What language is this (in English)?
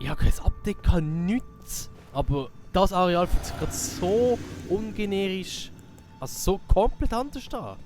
Swiss German